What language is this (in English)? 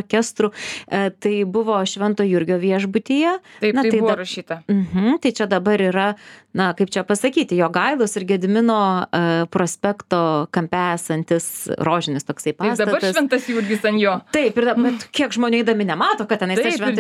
Lithuanian